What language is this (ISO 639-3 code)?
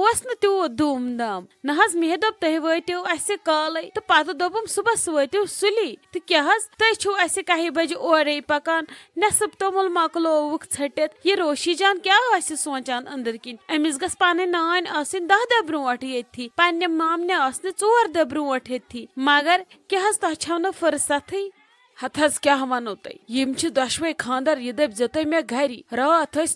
kas